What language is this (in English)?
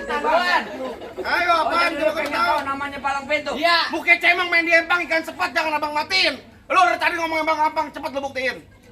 Betawi